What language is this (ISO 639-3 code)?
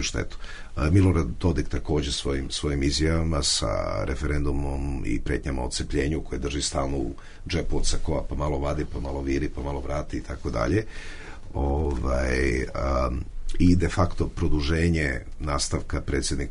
bos